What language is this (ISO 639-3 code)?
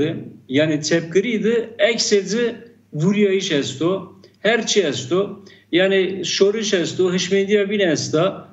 zza